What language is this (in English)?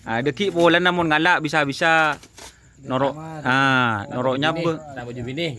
Madurese